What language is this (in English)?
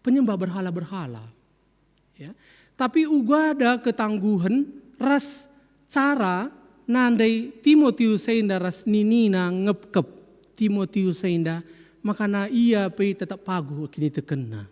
Batak Karo